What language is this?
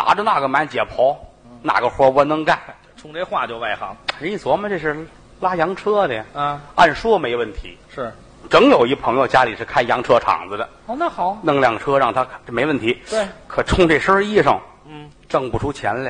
Chinese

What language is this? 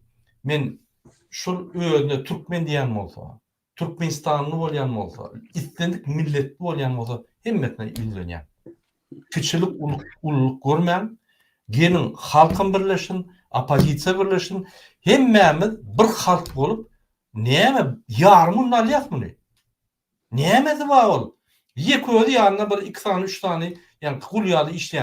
Turkmen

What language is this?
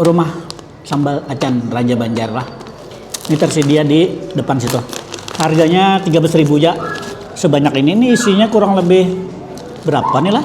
Banjar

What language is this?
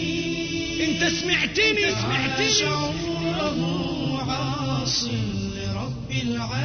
Arabic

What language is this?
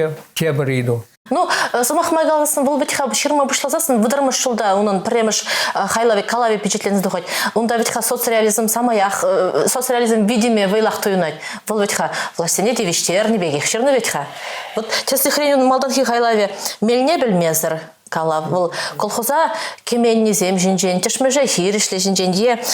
Chuvash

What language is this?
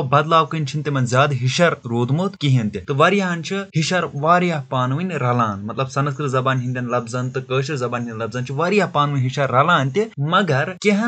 Kashmiri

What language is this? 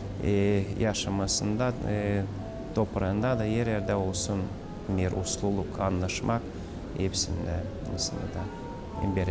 Gagauz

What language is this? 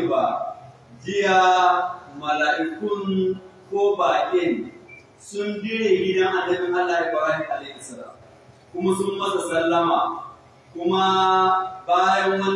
Hausa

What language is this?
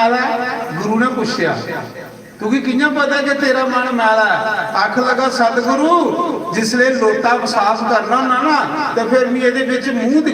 Dogri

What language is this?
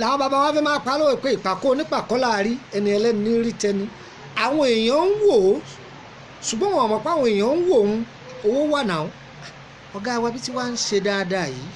Yoruba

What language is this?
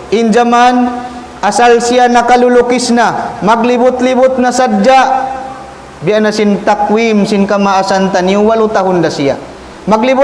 Tausug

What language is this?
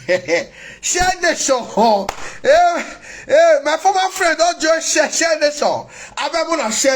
Nigerian Pidgin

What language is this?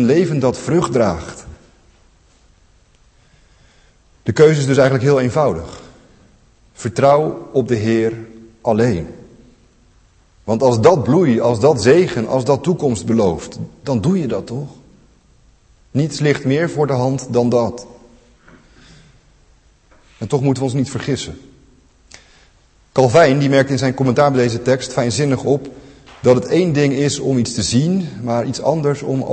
Dutch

